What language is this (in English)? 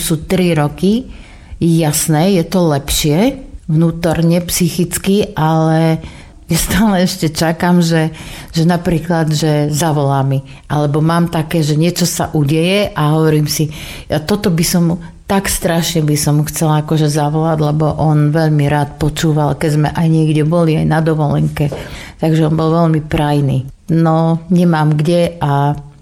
Slovak